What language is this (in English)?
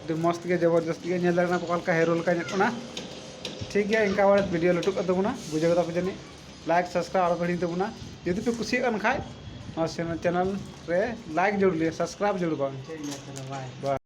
Santali